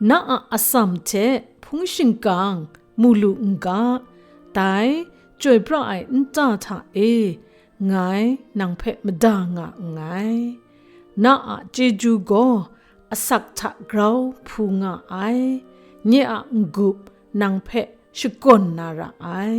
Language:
Kachin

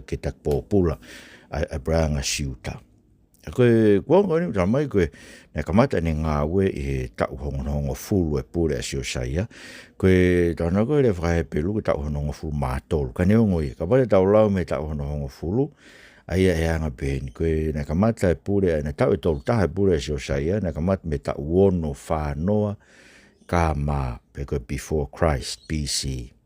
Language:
Tongan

